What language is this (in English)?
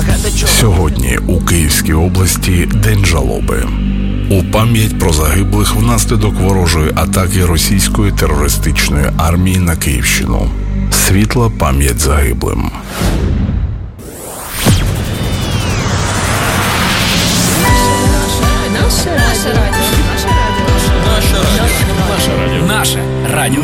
Ukrainian